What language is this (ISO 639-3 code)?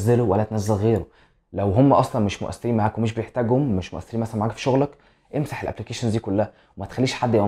arz